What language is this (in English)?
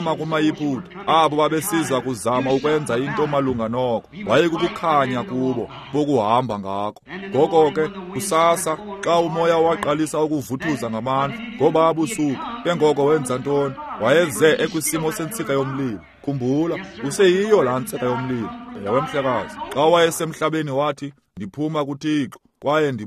Xhosa